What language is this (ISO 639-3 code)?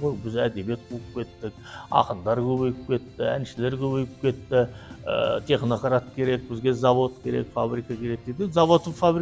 kaz